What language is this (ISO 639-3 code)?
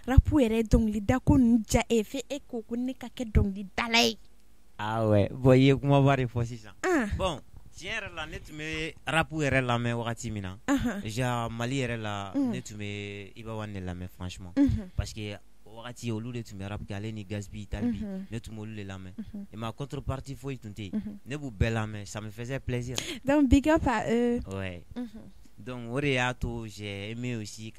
bam